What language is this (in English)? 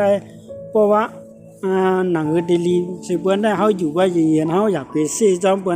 Shan